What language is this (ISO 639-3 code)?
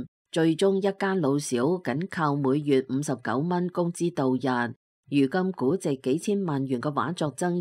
yue